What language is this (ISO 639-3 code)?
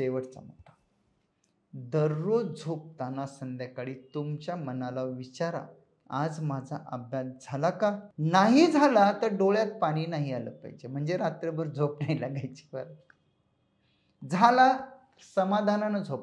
mar